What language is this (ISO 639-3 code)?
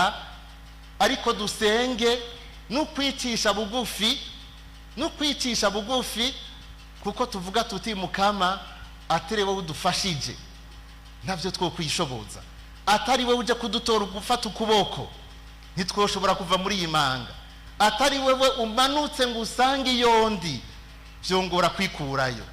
run